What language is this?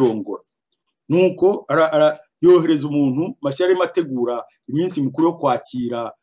Kinyarwanda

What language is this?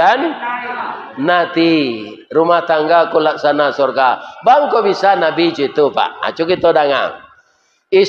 Minangkabau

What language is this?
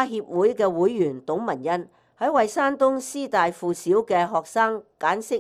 Cantonese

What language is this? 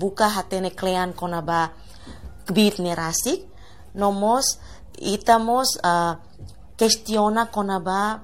Tetum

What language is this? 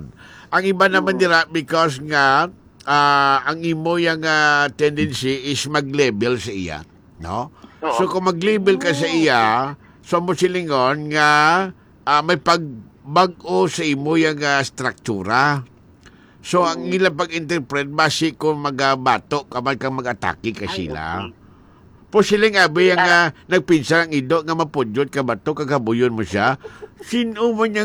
Hiligaynon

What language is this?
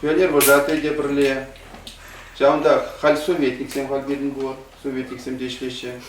Chuvash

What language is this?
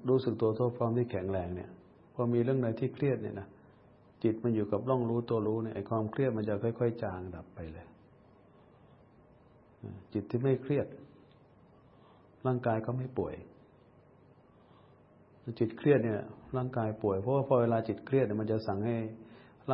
Thai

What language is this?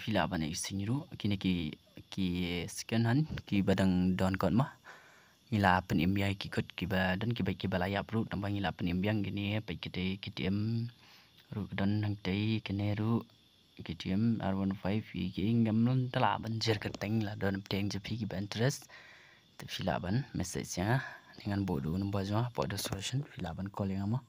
Khasi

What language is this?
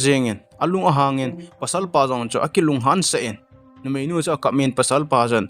Thado Chin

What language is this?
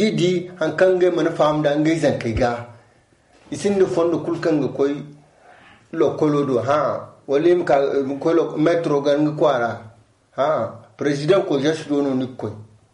Zarma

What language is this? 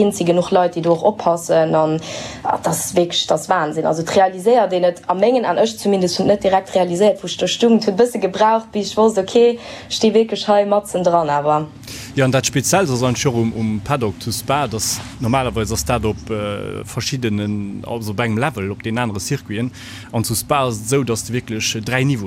Luxembourgish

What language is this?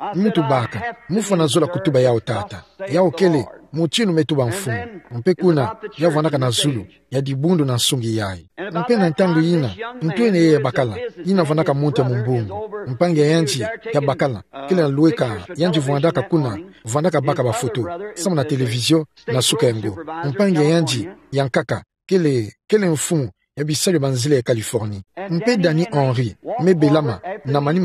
Kituba (Democratic Republic of Congo)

